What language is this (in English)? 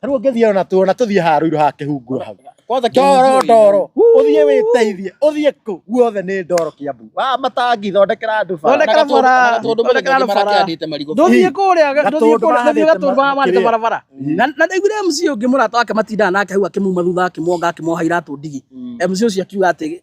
Kikuyu